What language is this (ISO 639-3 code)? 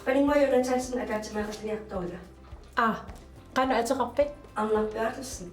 kal